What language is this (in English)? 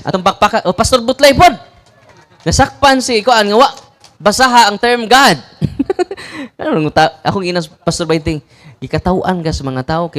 Cebuano